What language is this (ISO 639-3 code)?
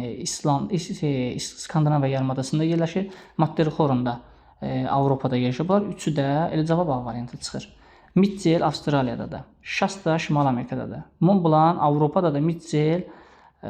aze